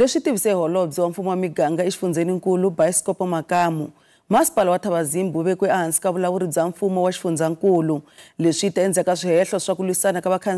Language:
Tsonga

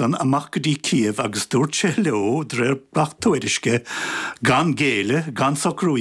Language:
Irish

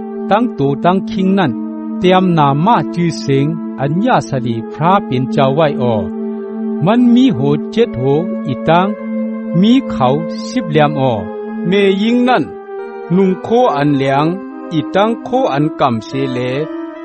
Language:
Shan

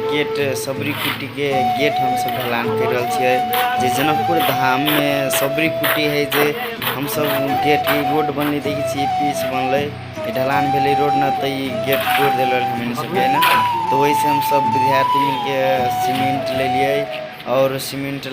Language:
Maithili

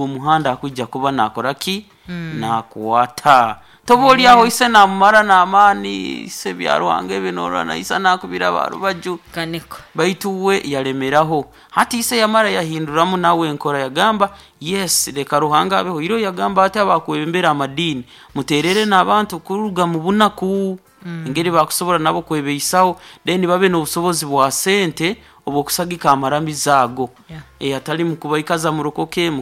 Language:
Nyoro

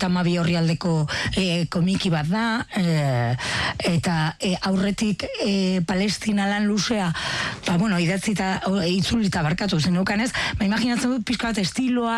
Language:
Basque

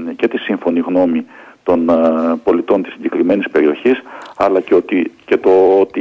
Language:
Greek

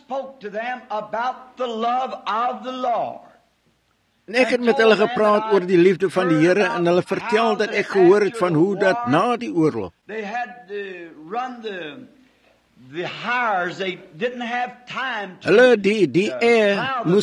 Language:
Afrikaans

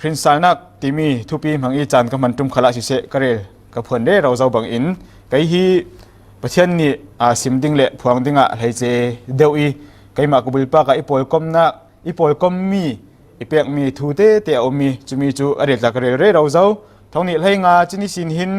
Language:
Falam Chin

